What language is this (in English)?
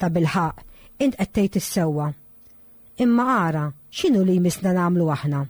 Maltese